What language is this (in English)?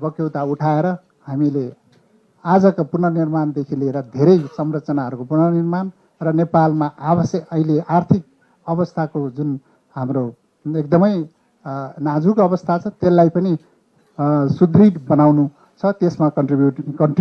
Nepali